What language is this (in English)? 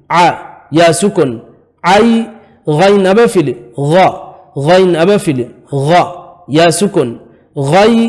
Divehi